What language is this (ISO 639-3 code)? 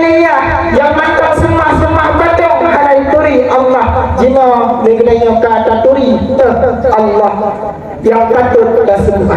ace